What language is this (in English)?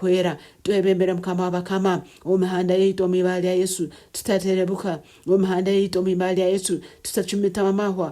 Nyankole